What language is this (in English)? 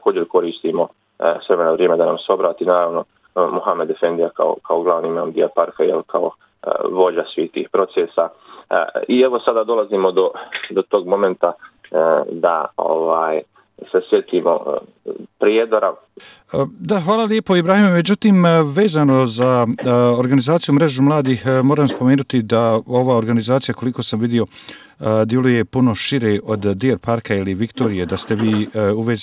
Bosnian